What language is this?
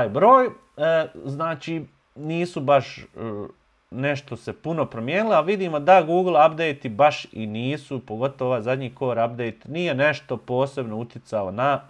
Bosnian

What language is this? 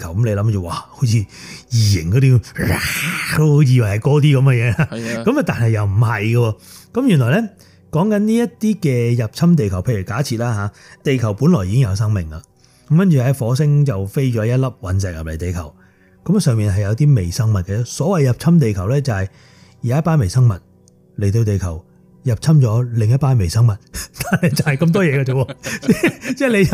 Cantonese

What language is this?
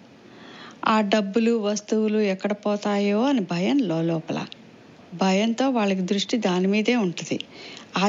Telugu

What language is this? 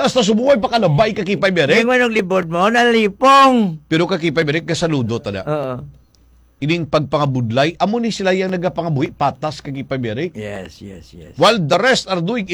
Hiligaynon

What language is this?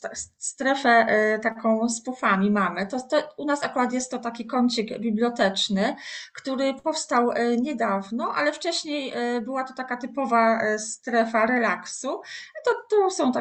Polish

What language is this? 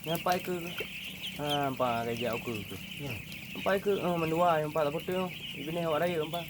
Achinese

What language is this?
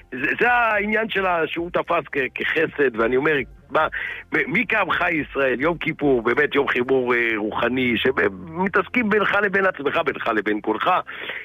Hebrew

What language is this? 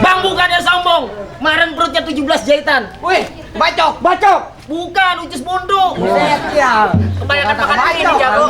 Betawi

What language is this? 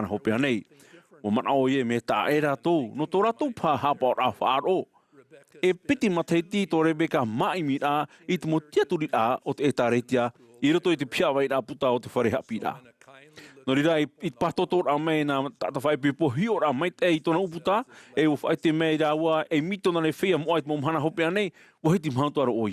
Tahitian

